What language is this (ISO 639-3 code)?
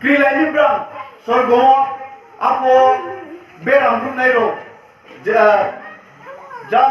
ria